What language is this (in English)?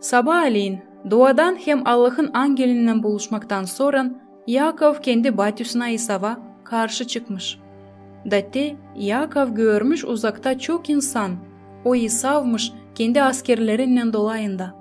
Gagauz